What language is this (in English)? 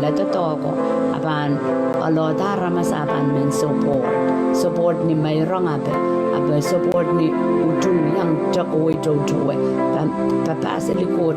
Pohnpeian